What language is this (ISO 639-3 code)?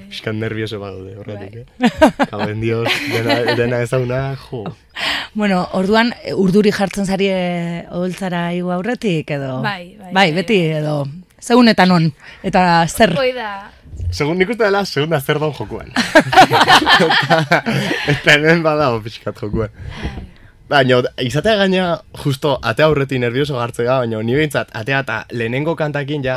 eus